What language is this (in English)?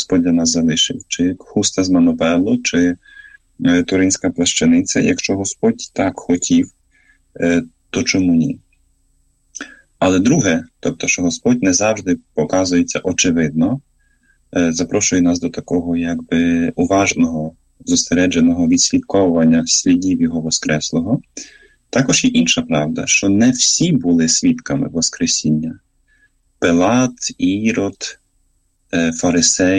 Ukrainian